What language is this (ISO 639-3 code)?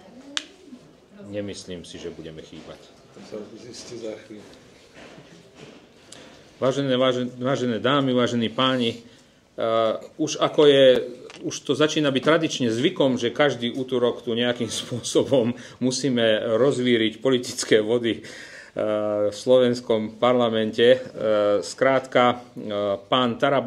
slk